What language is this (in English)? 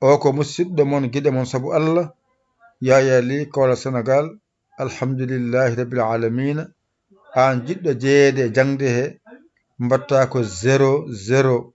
Fula